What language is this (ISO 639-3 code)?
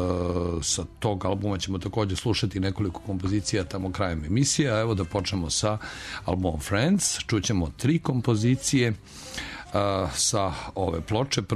srp